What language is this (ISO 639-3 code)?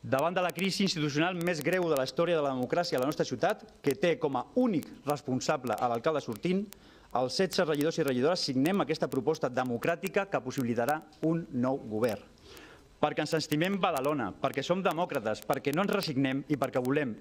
cat